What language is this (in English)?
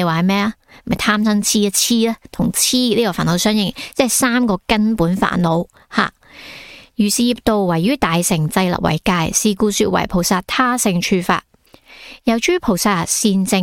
Cantonese